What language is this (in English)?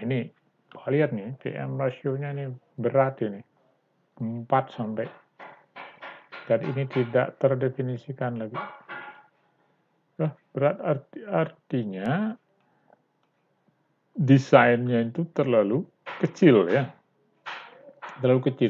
Indonesian